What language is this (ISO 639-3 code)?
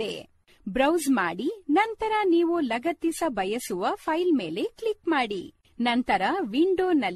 kan